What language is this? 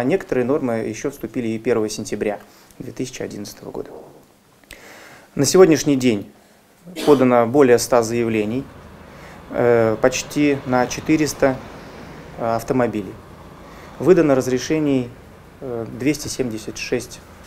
Russian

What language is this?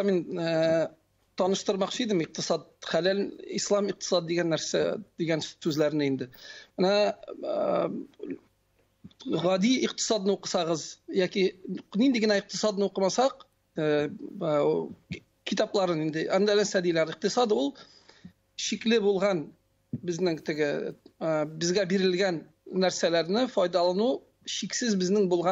Tatar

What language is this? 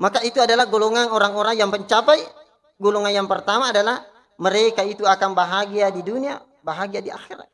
Buginese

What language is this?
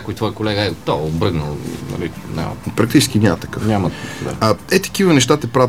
Bulgarian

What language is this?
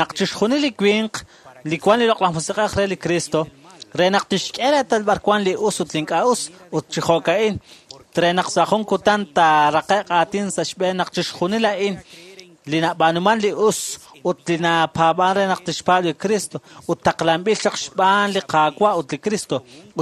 Kekchí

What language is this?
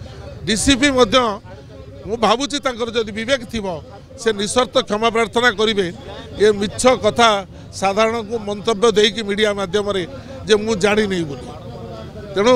Odia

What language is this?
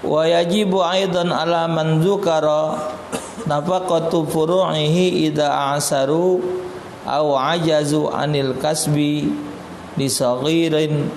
Musi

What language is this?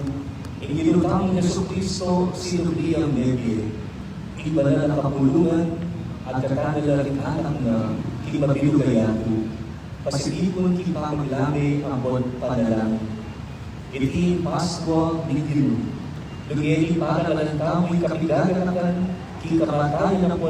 Pampanga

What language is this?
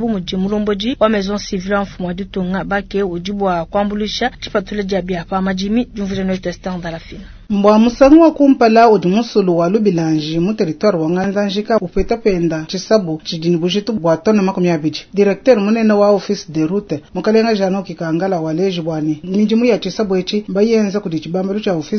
Luba-Lulua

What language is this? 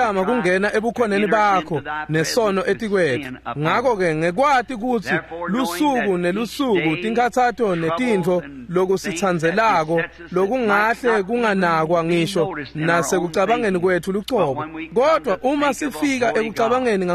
Swati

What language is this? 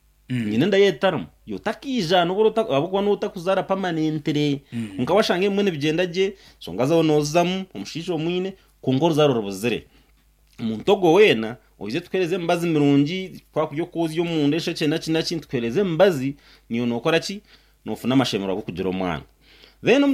Nyankole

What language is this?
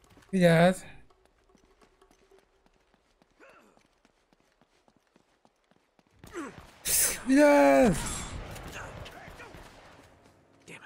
Hungarian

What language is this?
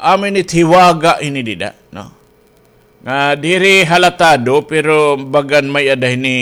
Waray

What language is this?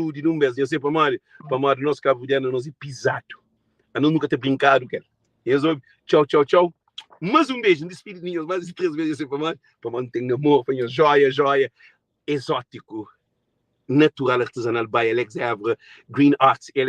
Kabuverdianu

